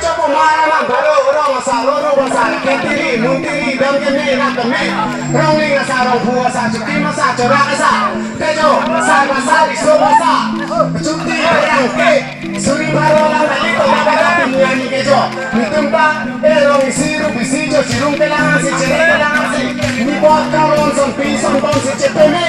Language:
Karbi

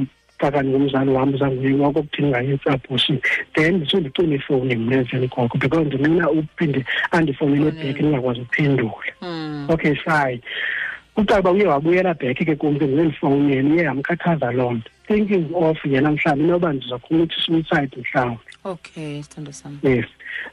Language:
Xhosa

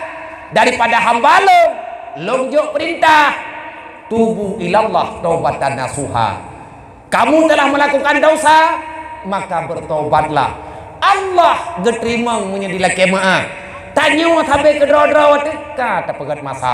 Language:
Achinese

